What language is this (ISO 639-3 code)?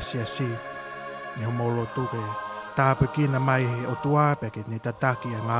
ton